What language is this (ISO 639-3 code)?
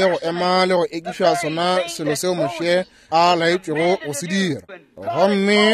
nso